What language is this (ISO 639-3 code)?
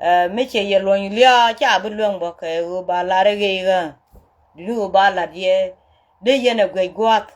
nus